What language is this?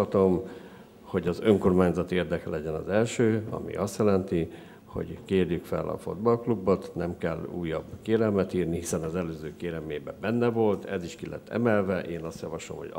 Hungarian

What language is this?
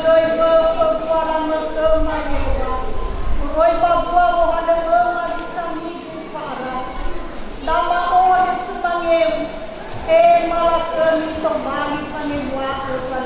Nias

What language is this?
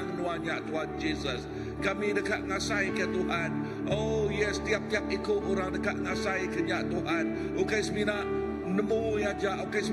Iban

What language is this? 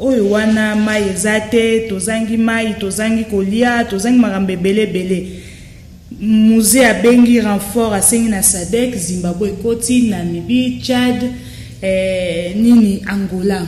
Lingala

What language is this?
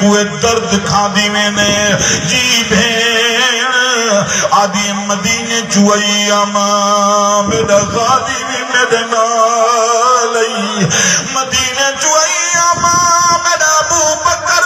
Saraiki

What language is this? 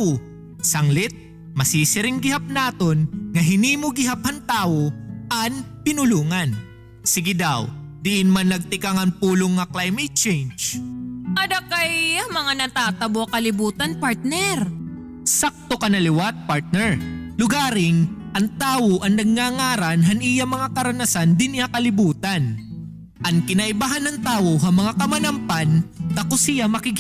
Waray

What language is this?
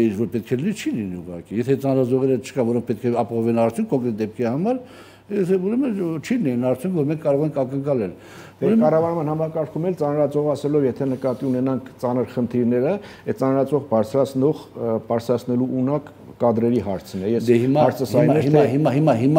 Armenian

